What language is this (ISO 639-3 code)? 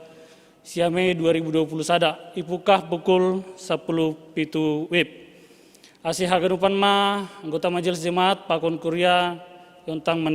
bts